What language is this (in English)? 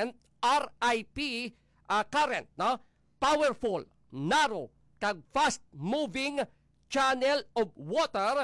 Hiligaynon